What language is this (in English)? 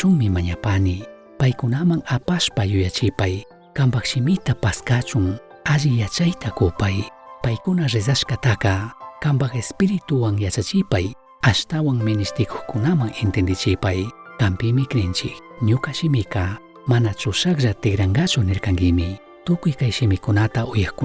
Chimborazo Highland Quichua